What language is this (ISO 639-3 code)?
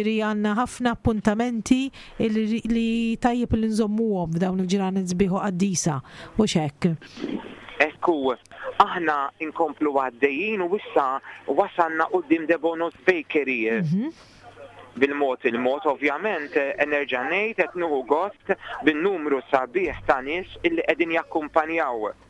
mlt